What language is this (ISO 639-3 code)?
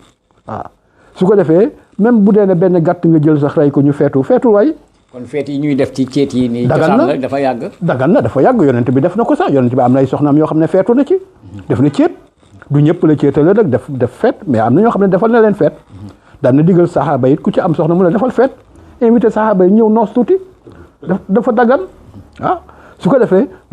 wol